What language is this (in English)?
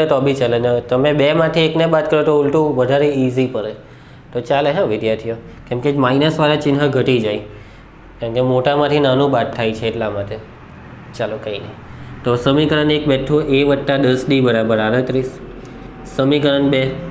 Gujarati